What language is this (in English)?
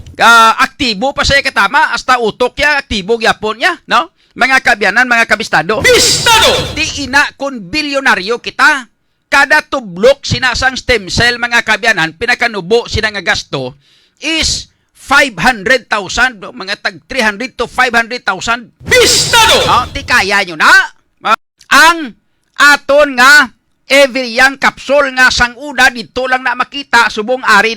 Hiligaynon